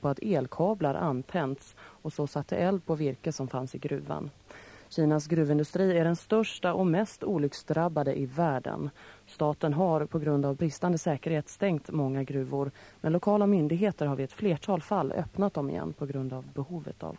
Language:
Swedish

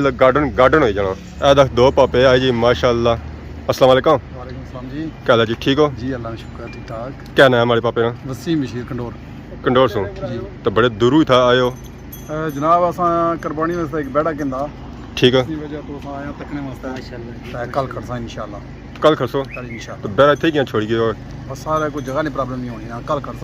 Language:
Pahari-Potwari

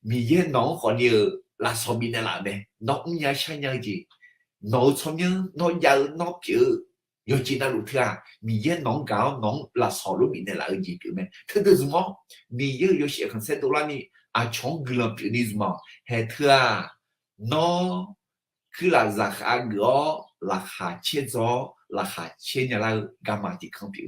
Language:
Akha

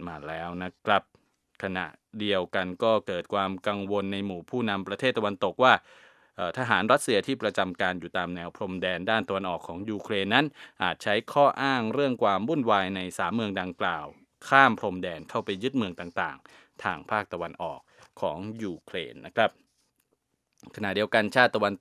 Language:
Thai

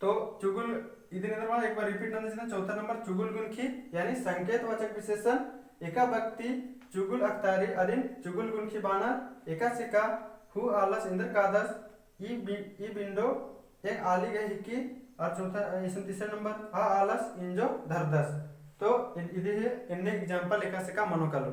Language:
Kurukh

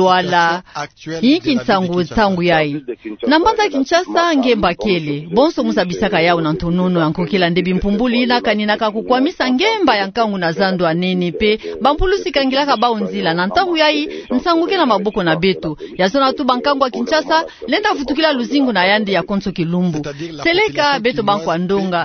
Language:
Kituba (Democratic Republic of Congo)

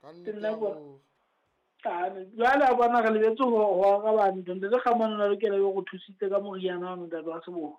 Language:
Southern Sotho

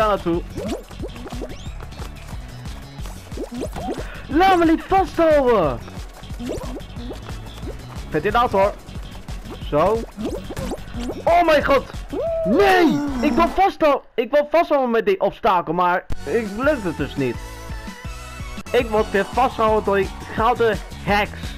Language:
Dutch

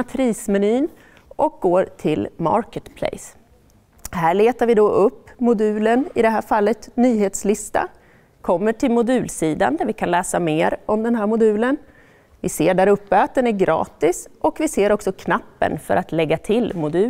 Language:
Swedish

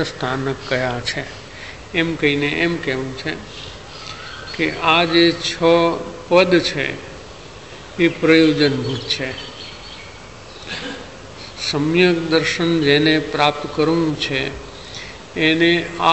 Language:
Gujarati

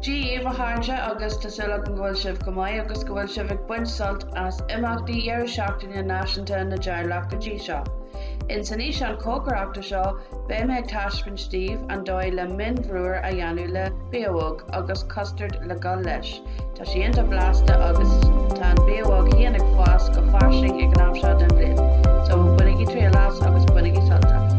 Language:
Irish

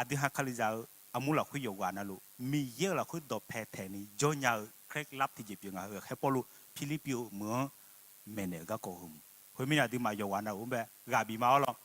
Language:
Akha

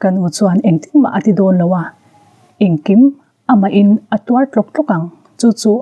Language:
Mizo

